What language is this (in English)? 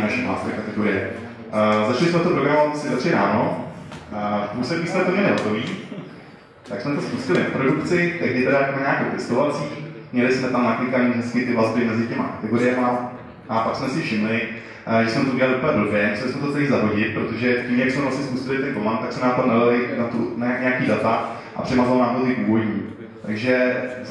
Czech